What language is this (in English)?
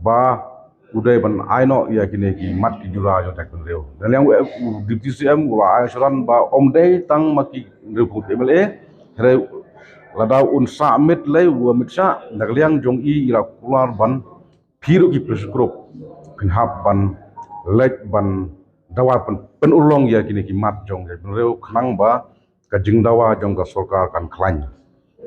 Khasi